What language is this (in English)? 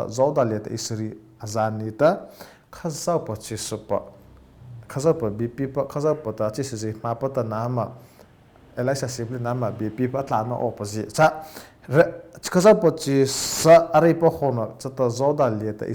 Mara Chin